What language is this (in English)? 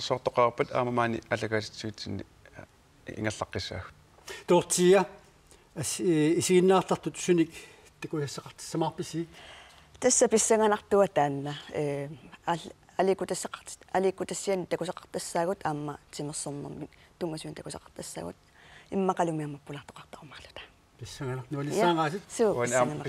Kalaallisut